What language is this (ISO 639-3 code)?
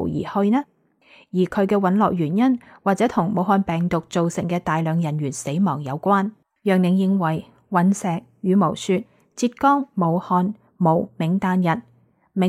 yue